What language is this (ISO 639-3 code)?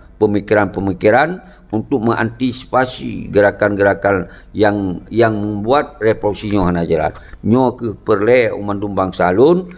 ace